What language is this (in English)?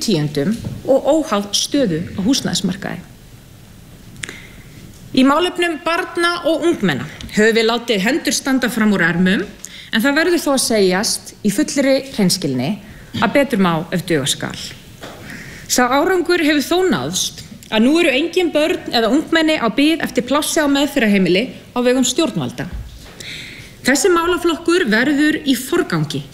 Icelandic